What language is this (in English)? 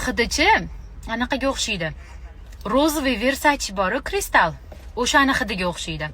Uzbek